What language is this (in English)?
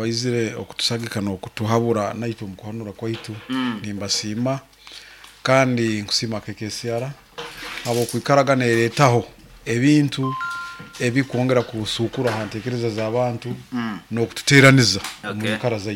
Nyankole